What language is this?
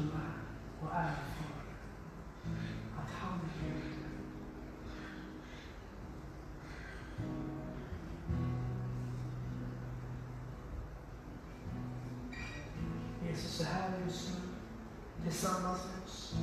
Swedish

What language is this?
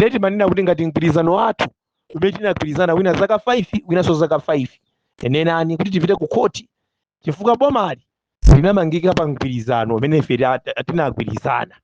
Nyanja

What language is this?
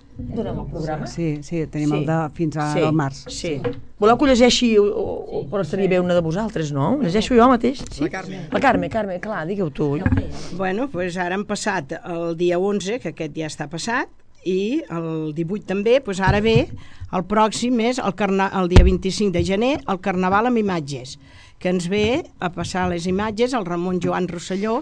Catalan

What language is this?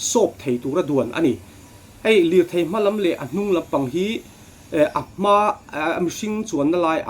Mizo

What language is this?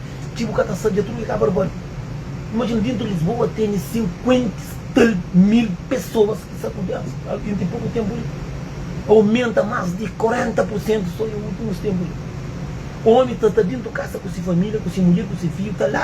Kabuverdianu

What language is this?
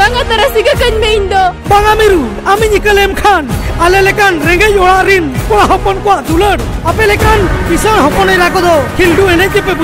Santali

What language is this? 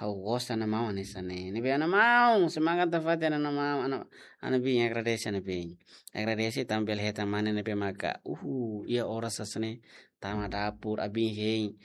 Tetum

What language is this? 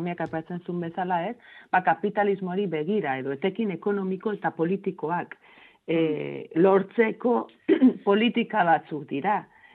Basque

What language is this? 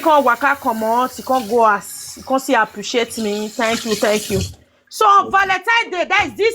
Nigerian Pidgin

